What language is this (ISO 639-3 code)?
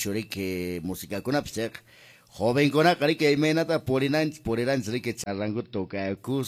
que